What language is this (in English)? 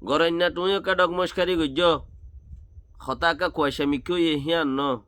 Rohingya